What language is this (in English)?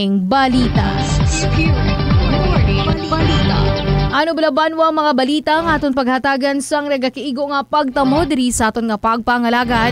Hiligaynon